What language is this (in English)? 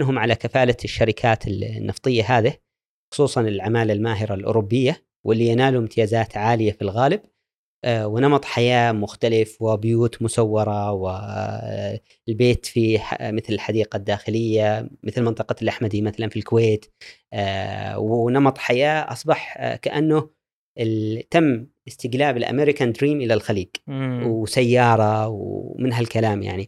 Gulf Arabic